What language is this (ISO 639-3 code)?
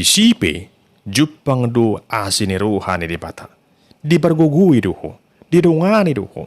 bbc